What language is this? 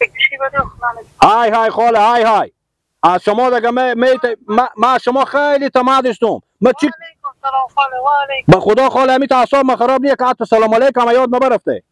Persian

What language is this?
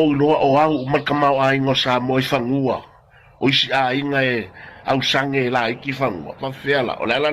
Samoan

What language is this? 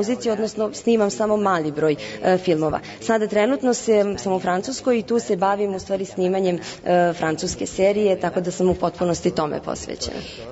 Serbian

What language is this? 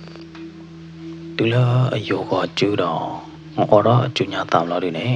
S'gaw Karen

